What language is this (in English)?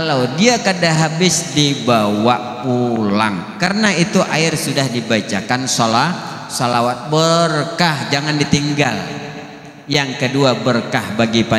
Banjar